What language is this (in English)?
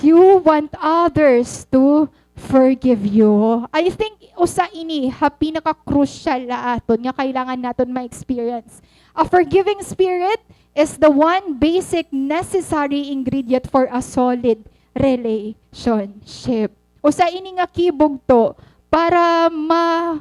Waray